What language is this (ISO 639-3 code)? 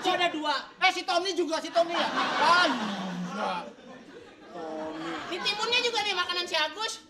bew